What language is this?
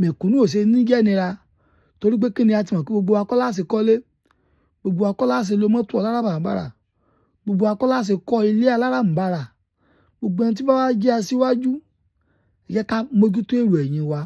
Yoruba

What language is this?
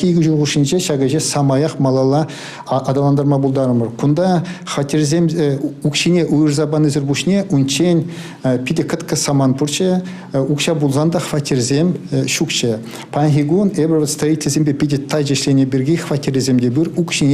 Chuvash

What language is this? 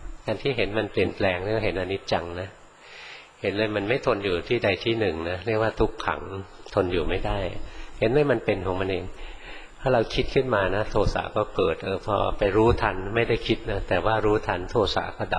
Thai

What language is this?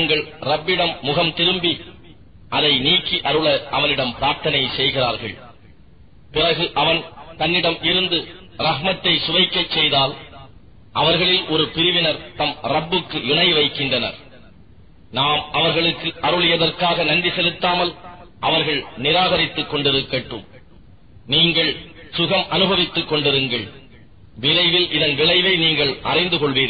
Tamil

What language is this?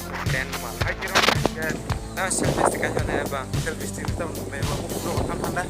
Kok Borok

